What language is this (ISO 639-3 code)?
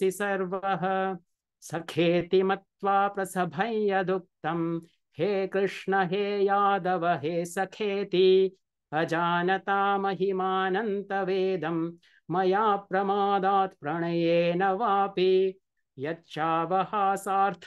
san